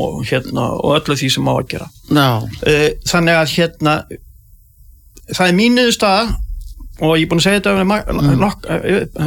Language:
Icelandic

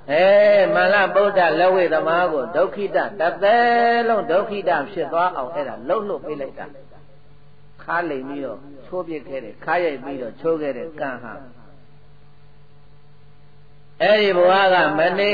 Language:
Burmese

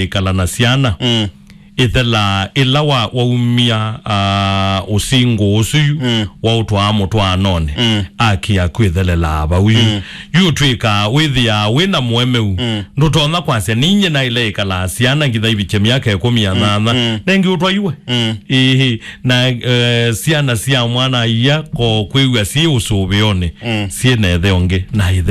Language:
Kamba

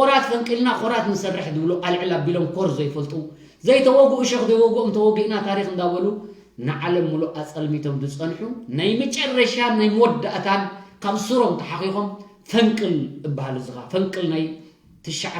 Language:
Tigrinya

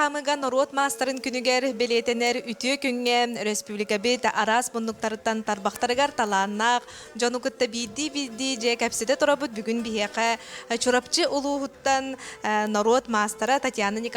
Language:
Yakut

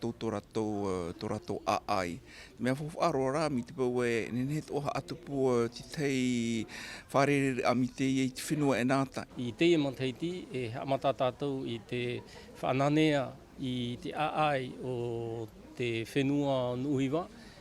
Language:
Tahitian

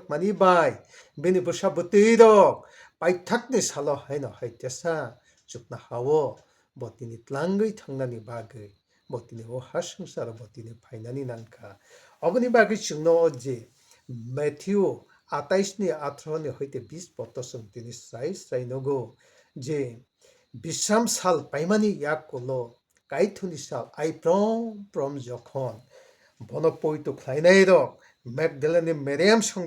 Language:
Kok Borok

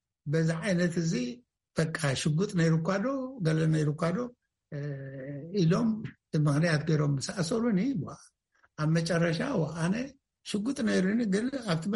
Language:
Tigrinya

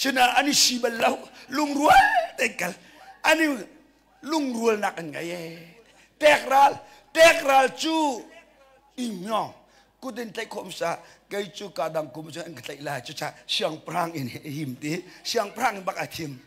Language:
Hakha Chin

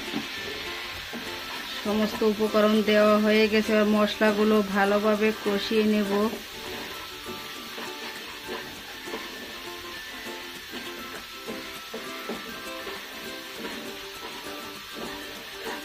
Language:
Bangla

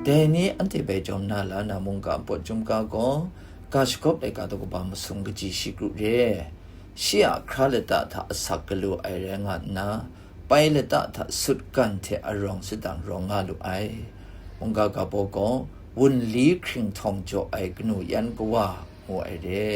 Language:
Kachin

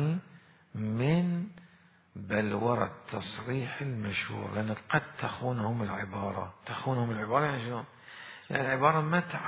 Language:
Mesopotamian Arabic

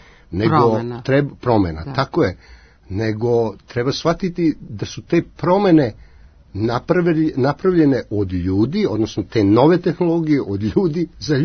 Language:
Serbian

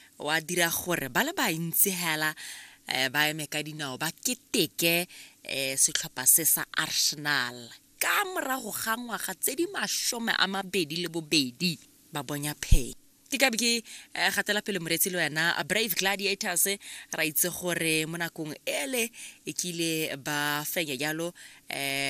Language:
Tswana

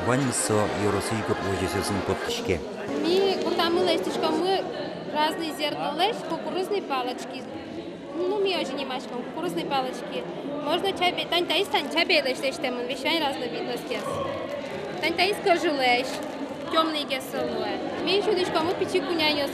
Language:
Udmurt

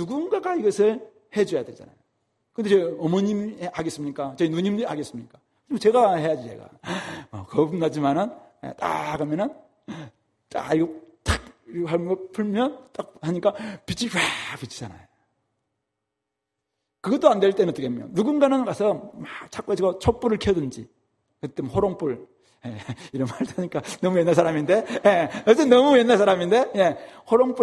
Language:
Korean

